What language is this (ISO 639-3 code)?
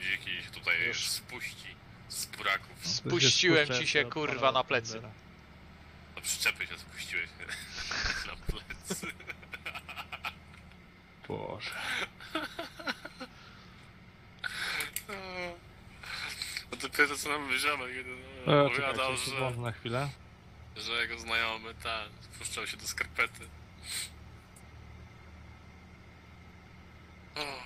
pol